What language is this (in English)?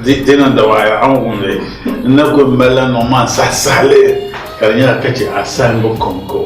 Dagbani